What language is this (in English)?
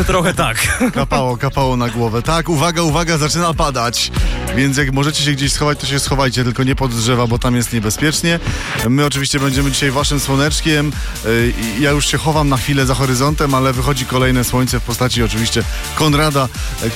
Polish